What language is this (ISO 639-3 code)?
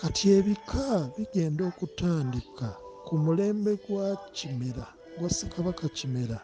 lug